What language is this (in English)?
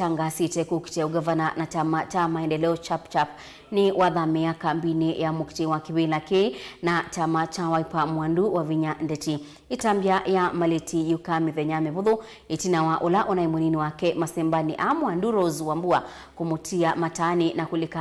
Kamba